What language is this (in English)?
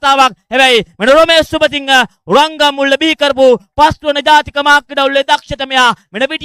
Sinhala